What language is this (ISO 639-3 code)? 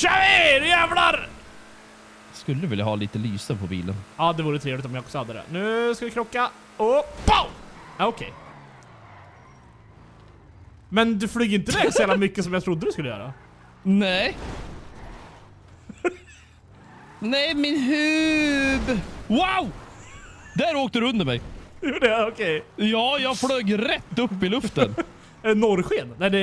swe